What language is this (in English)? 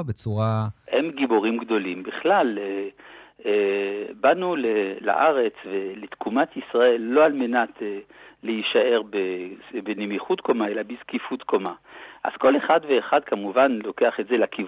Hebrew